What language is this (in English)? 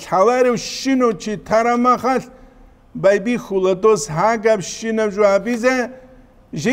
Avaric